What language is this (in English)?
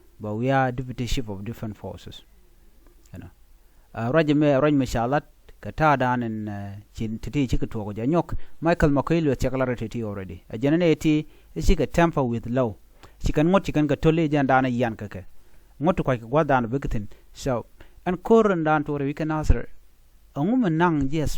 Nuer